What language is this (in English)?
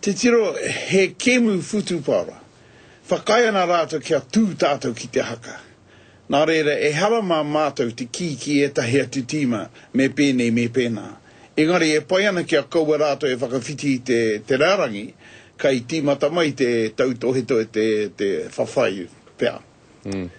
Māori